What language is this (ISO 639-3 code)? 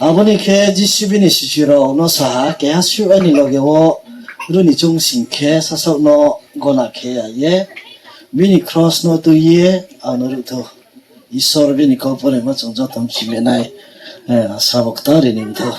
ria